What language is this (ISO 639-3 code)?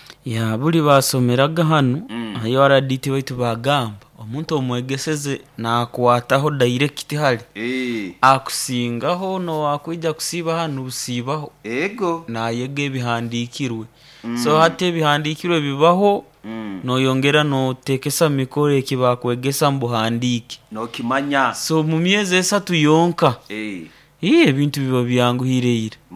nyo